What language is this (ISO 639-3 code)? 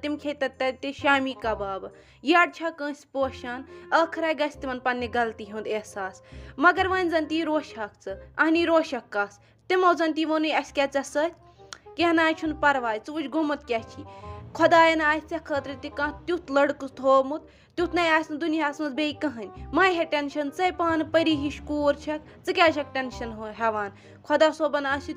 kas